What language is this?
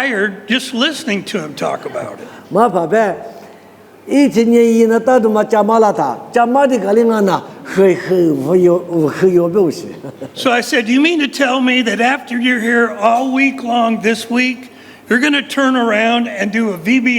Lisu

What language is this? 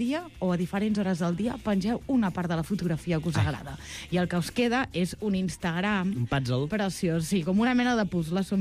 Catalan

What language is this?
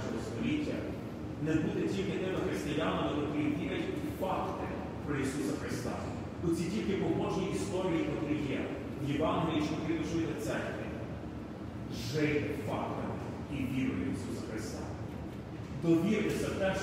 Ukrainian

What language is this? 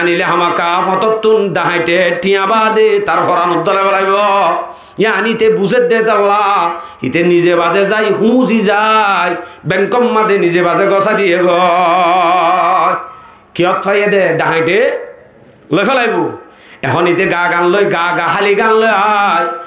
Rohingya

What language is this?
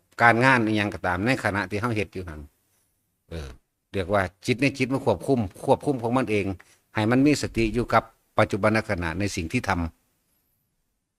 Northeastern Thai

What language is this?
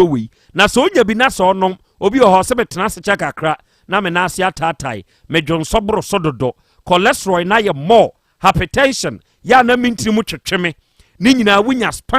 Akan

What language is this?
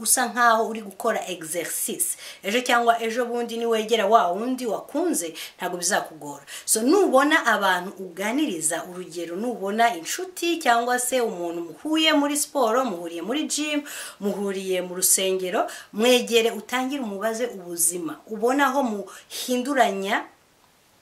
Kinyarwanda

